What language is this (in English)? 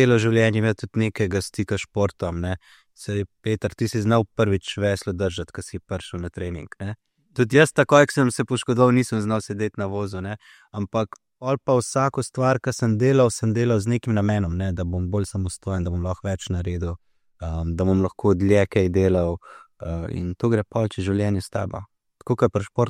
Slovenian